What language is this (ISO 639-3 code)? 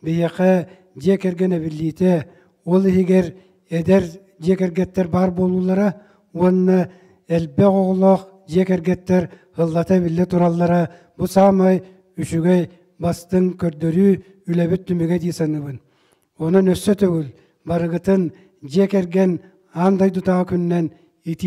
sah